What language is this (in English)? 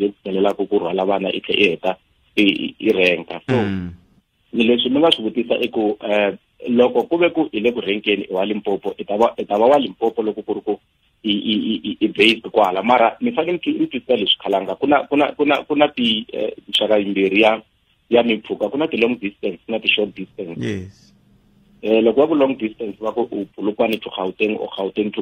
Tsonga